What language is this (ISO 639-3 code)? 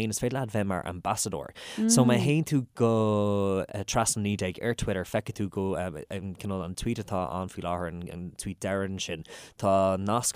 gle